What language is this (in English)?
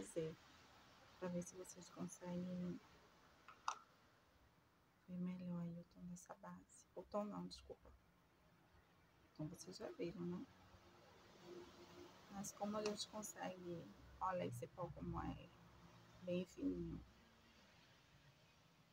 Portuguese